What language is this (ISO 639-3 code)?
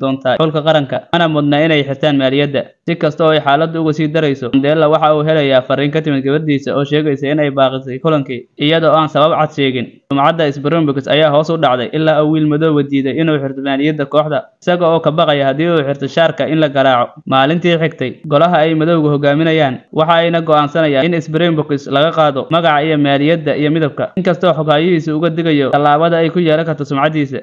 som